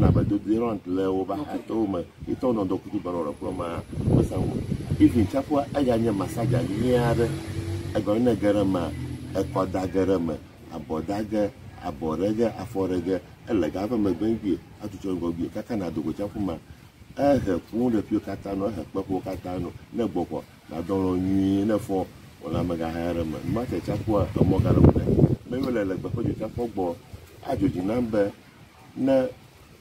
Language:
Ewe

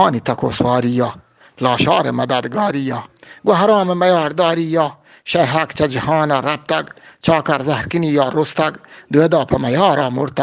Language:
Eastern Balochi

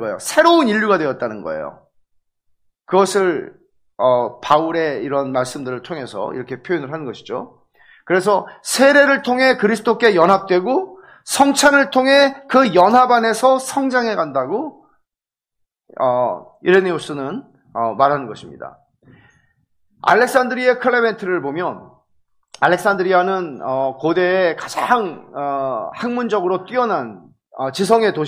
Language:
Korean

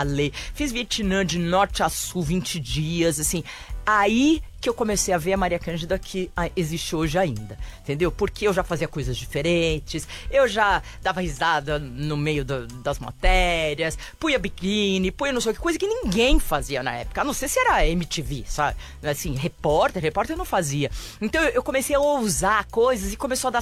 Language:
Portuguese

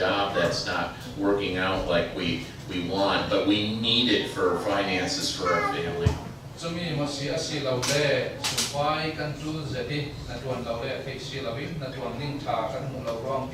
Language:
Falam Chin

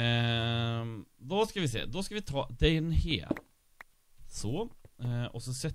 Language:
Swedish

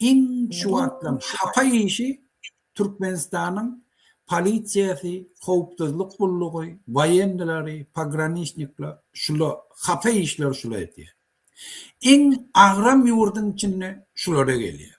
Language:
Turkmen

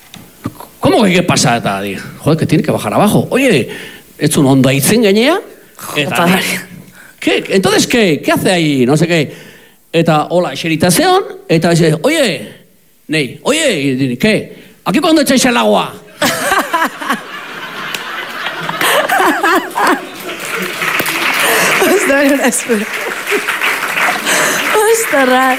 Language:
Basque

